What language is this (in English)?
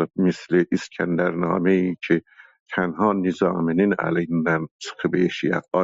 South Azerbaijani